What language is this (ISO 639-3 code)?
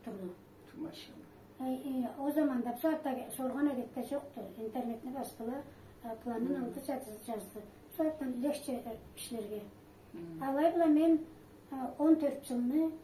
krc